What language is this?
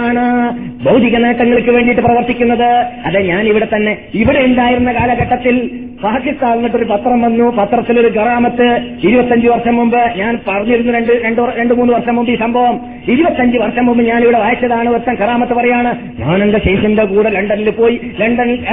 Malayalam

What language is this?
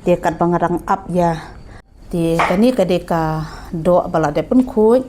Khasi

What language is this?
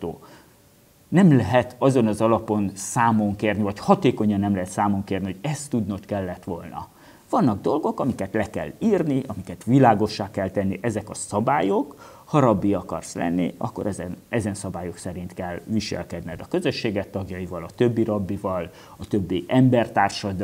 Hungarian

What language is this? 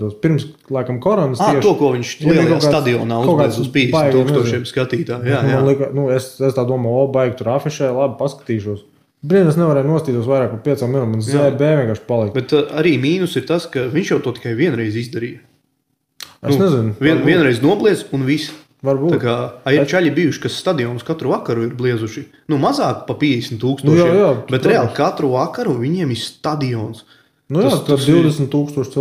Latvian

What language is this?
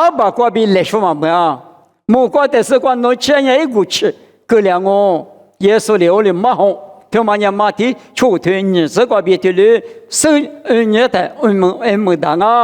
Lisu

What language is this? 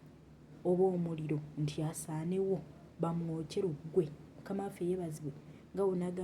Ganda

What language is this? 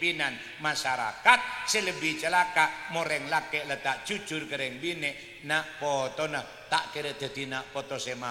Madurese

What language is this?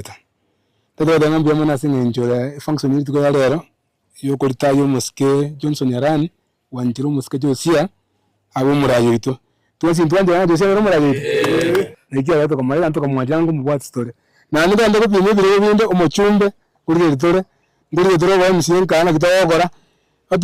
Gusii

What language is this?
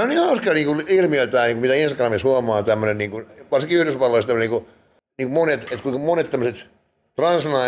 Finnish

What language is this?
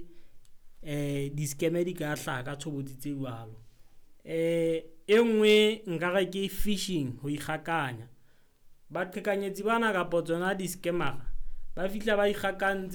Southern Sotho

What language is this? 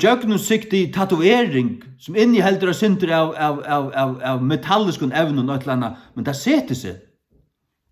Faroese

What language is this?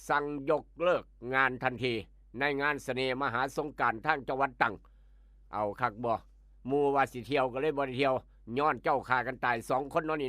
Lao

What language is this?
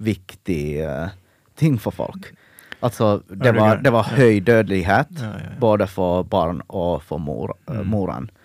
Norwegian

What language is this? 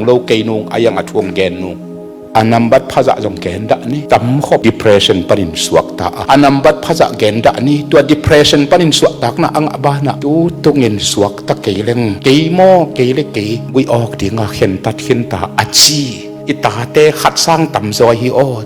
Tedim Chin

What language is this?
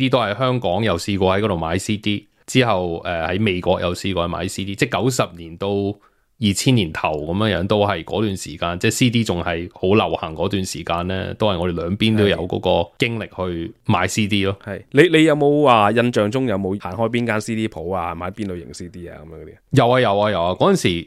Cantonese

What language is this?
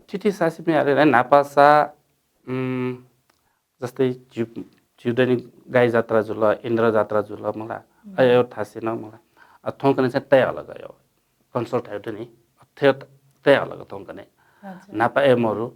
Newari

